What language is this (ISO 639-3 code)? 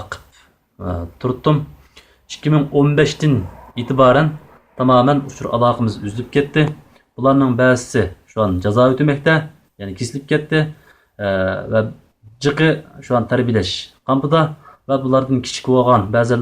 uig